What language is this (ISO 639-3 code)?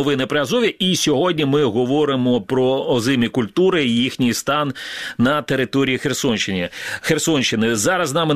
ukr